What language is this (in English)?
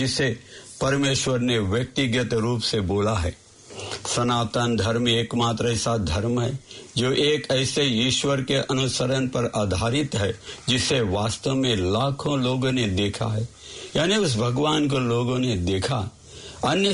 Hindi